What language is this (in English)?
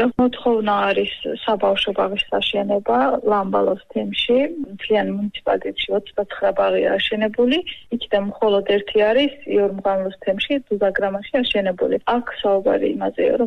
Georgian